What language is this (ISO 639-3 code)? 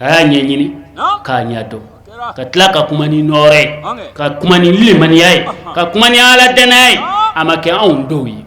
bam